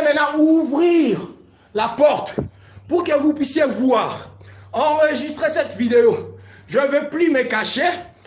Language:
French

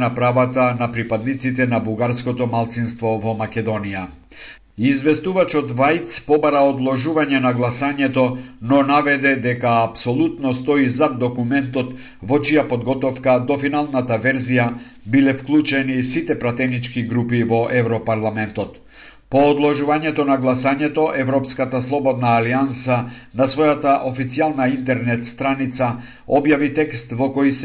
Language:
Macedonian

